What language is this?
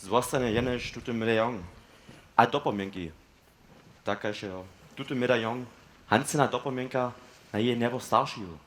Upper Sorbian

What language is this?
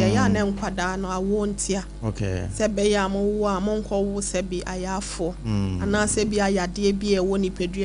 Akan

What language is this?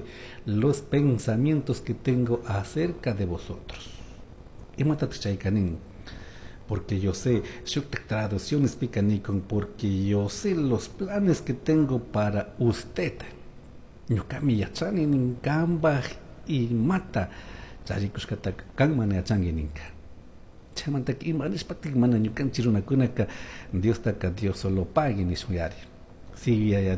Chimborazo Highland Quichua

